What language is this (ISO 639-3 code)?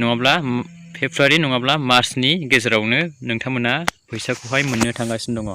brx